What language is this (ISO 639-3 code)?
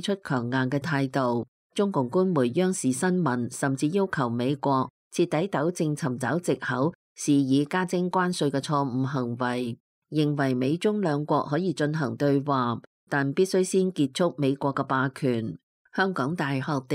yue